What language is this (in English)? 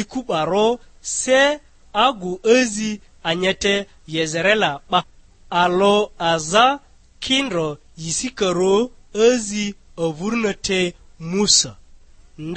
Lugbara